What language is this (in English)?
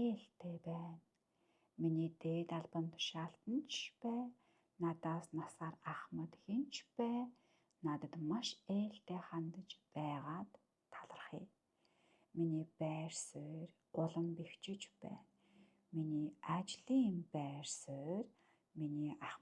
Mongolian